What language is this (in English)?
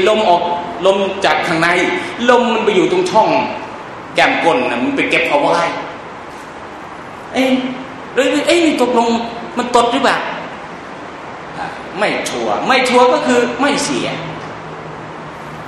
Thai